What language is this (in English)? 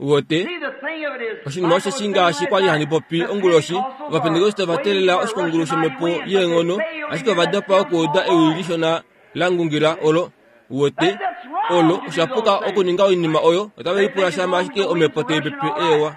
Kuanyama